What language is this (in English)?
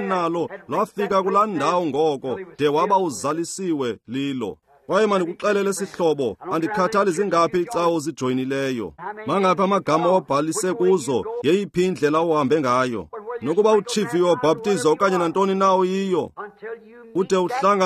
Xhosa